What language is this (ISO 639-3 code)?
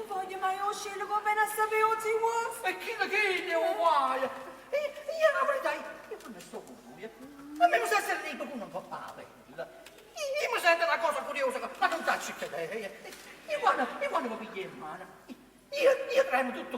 nap